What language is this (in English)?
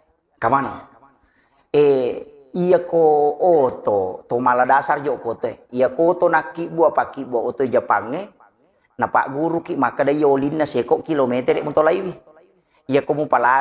Buginese